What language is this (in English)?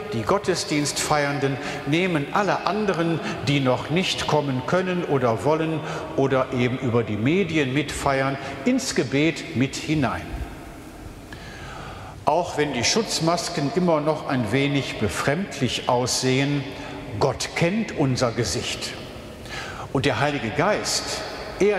German